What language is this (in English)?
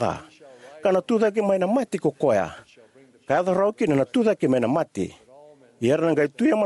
Fijian